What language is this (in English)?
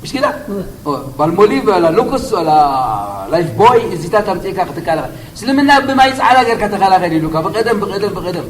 Tigrinya